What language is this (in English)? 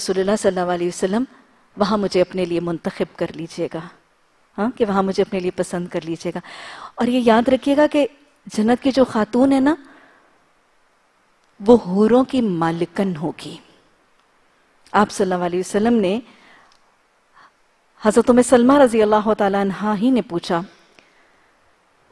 Urdu